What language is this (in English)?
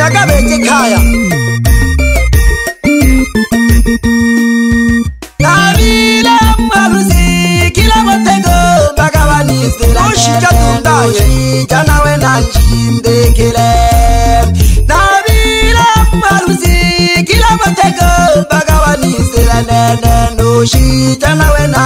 Swahili